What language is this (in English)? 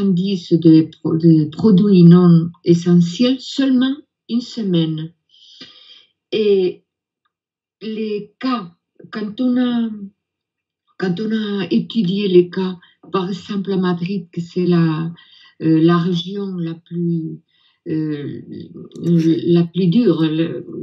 French